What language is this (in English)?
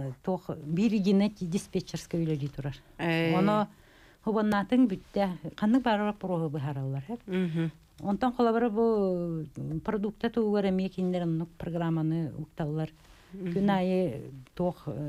Yakut